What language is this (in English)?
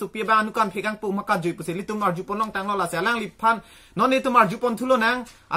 Karbi